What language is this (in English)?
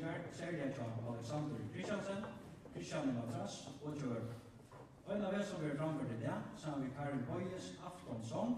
Faroese